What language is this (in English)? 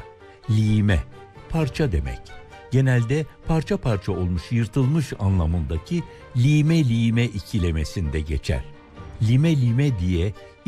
Turkish